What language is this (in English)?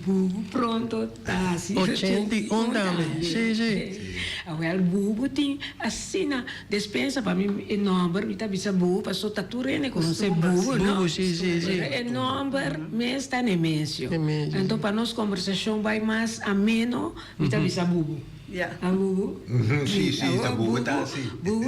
Papiamento